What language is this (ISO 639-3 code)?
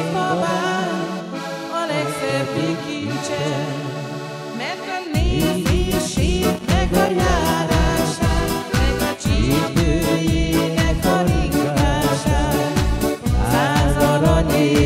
hun